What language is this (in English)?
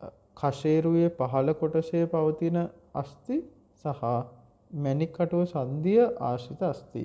Sinhala